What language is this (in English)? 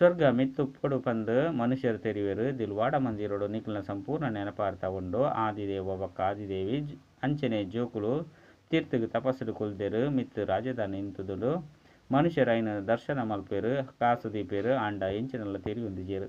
Tulu